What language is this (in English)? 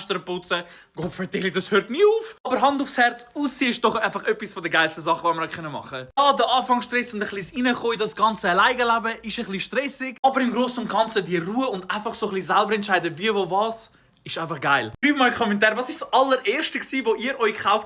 Swiss German